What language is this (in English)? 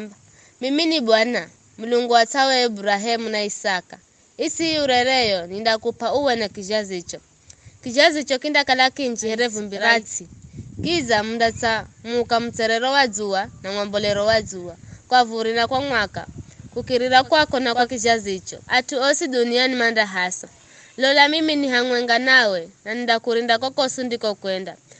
Giryama